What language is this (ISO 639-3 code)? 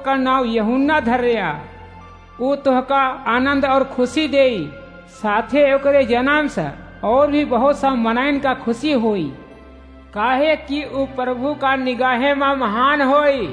awa